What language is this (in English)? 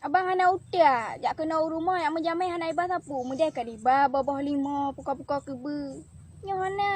Achinese